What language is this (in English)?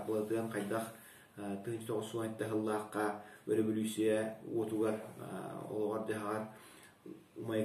Yakut